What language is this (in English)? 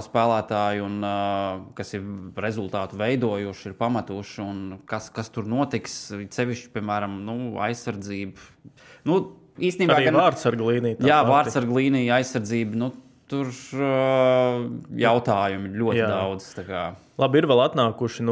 Latvian